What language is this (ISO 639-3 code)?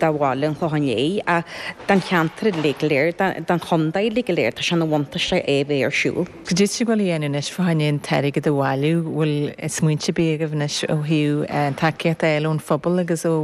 gle